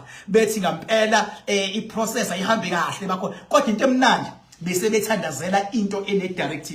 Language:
Zulu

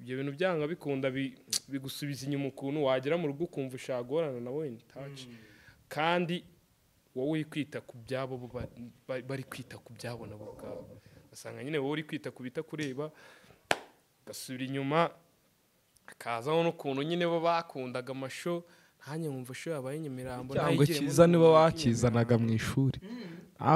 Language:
Kinyarwanda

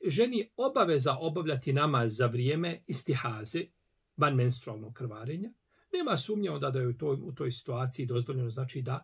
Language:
Bosnian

